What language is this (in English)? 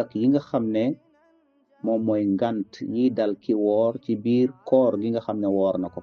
Wolof